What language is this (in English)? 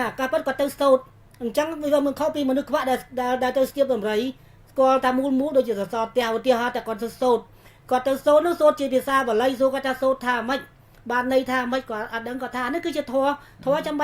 Khmer